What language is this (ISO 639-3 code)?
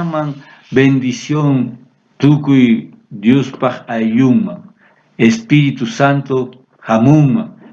quh